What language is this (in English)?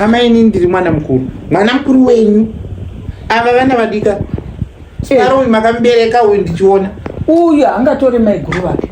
Shona